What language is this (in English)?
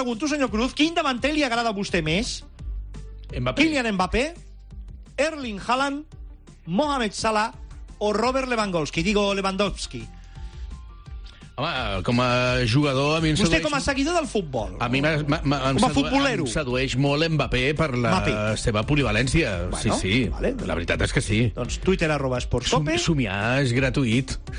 Catalan